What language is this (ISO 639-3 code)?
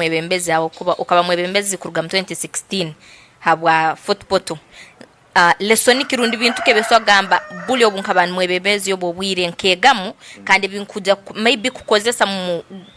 ttj